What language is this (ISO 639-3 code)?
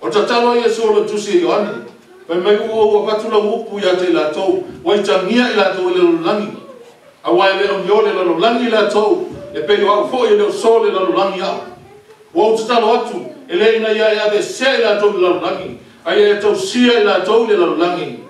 smo